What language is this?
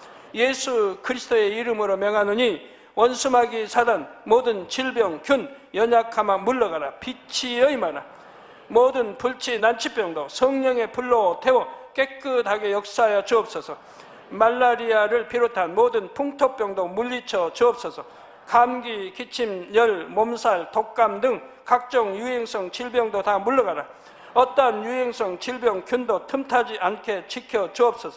Korean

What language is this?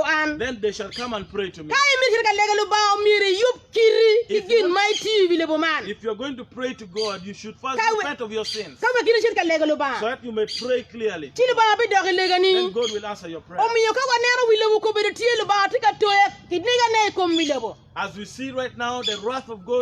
Acoli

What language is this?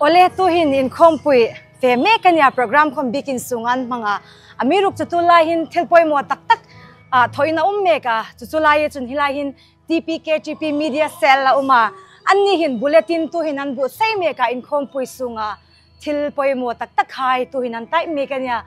Hmar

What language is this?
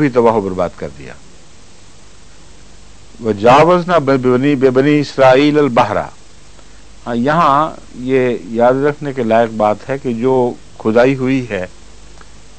Urdu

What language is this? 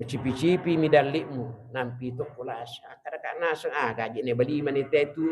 Buginese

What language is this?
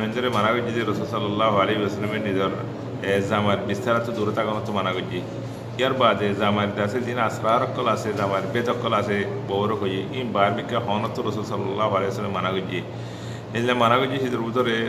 Rohingya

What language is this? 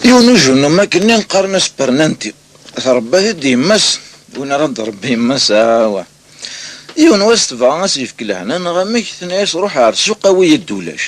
Kabyle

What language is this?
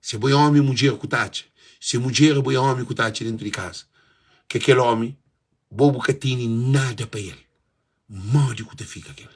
Kabuverdianu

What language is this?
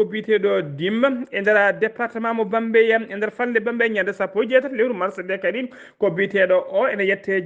Fula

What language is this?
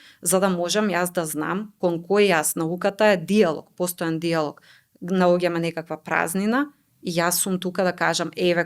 Macedonian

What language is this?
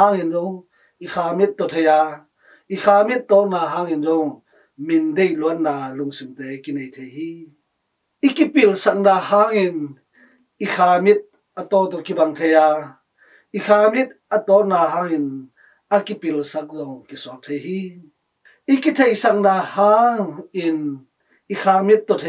Tedim Chin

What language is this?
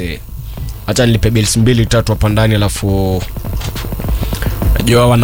Swahili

